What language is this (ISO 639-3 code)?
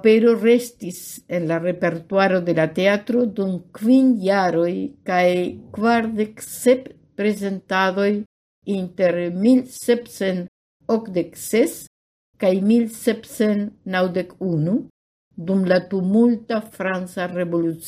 epo